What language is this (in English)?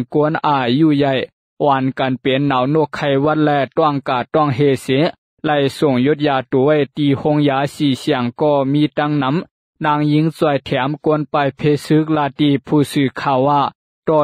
Shan